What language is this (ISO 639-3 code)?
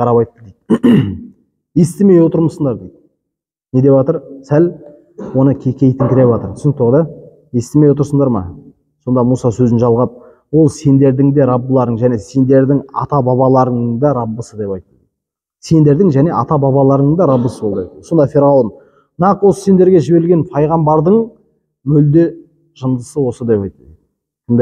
kaz